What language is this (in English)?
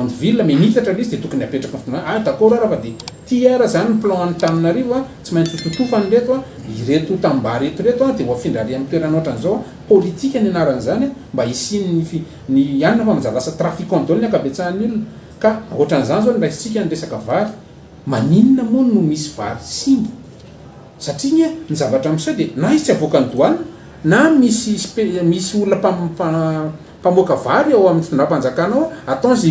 Malagasy